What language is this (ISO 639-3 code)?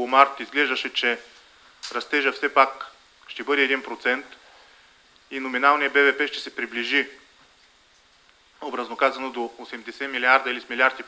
bul